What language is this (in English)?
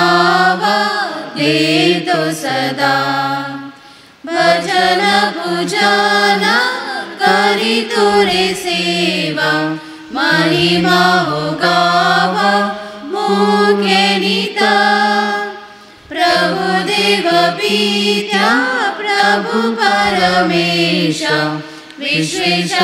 Marathi